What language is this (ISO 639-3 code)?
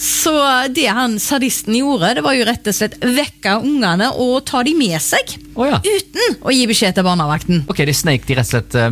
nor